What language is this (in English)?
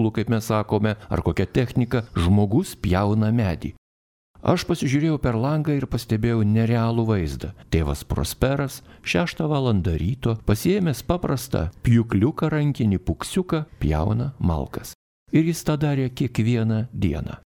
Lithuanian